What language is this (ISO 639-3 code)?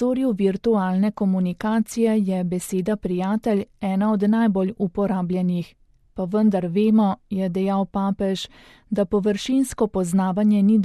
slv